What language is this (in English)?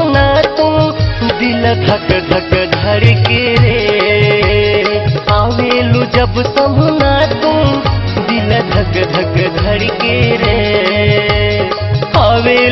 Bhojpuri